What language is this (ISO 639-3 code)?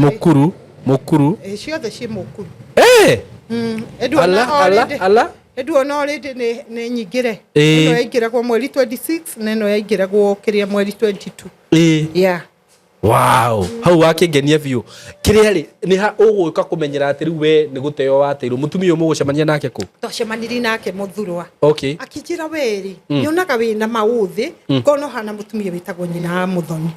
kik